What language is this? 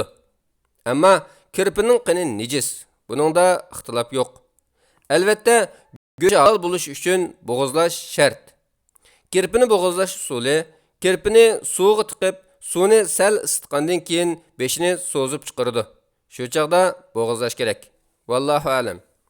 Uyghur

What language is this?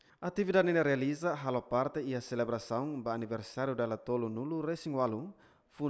Tetum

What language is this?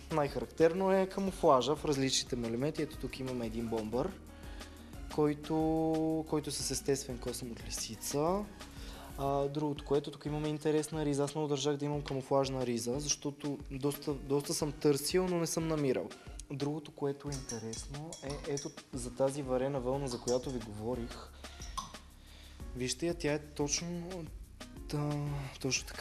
Bulgarian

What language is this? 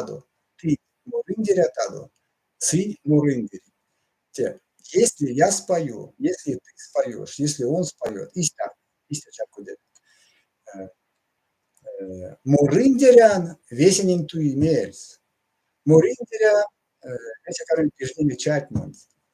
Erzya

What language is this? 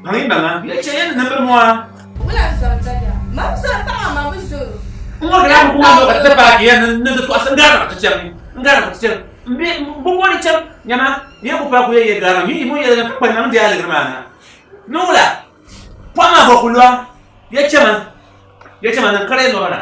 Dagbani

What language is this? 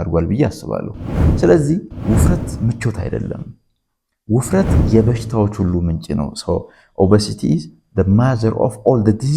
Amharic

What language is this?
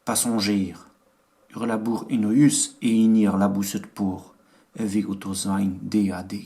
Breton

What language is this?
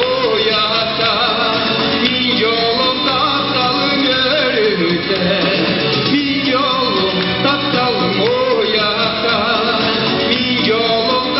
Yakut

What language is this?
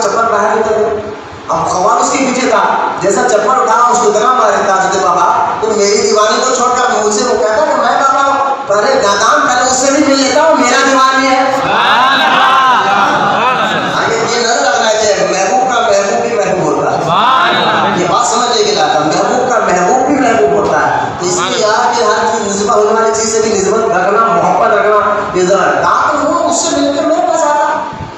Urdu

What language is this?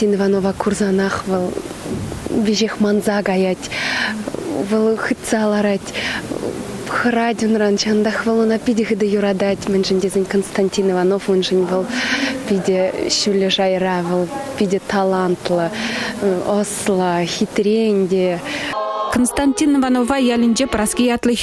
Chuvash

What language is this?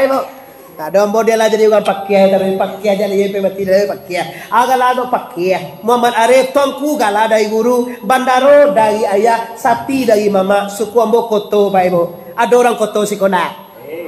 Minangkabau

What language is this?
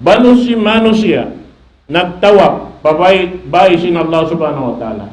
Tausug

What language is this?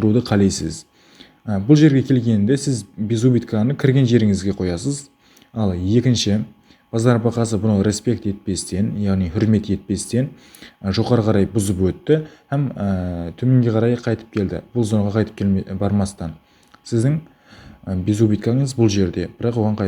Kara-Kalpak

